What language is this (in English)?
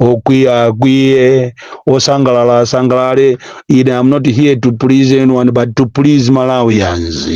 Nyanja